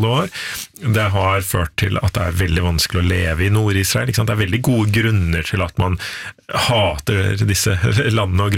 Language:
Norwegian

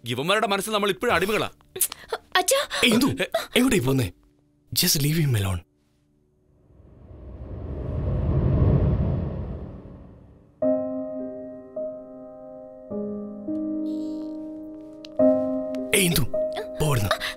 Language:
Malayalam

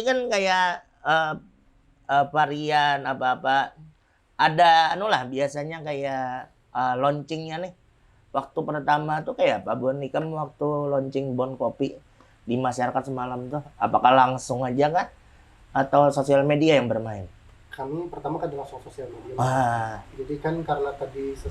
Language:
Banjar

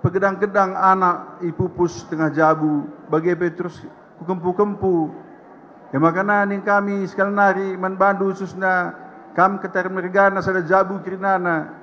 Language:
Batak Karo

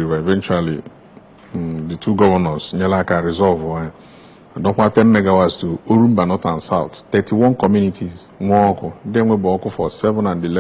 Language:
Igbo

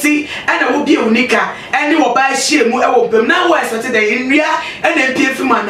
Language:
Akan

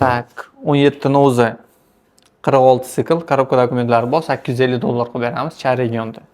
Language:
Uzbek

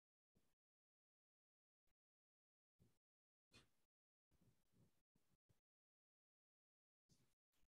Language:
English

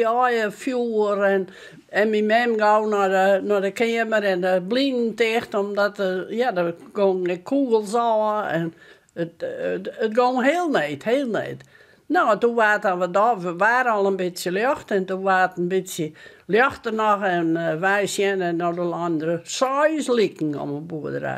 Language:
Western Frisian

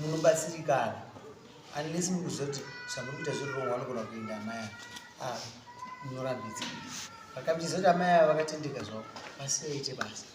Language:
Shona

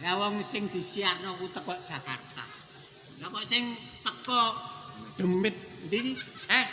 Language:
Javanese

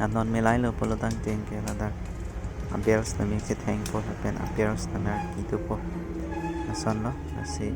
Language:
Karbi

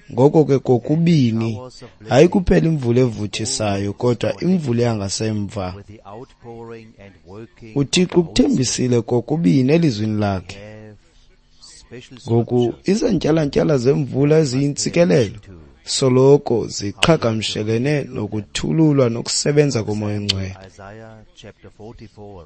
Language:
Xhosa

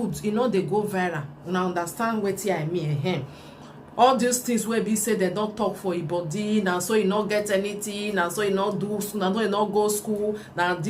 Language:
Nigerian Pidgin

